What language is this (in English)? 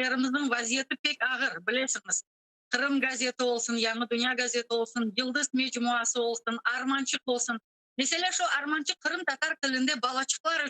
Crimean Tatar